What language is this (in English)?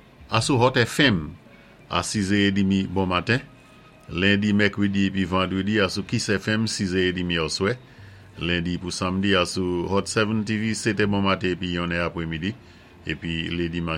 Saint Lucian Creole French